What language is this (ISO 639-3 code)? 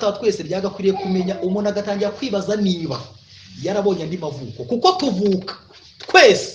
kin